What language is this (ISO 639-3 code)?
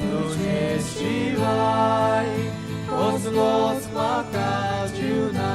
kok